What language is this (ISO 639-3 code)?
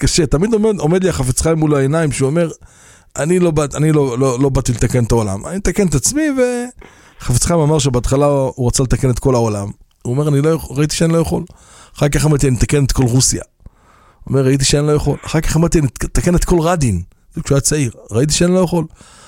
heb